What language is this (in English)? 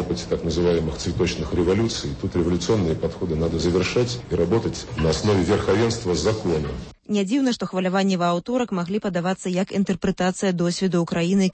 Belarusian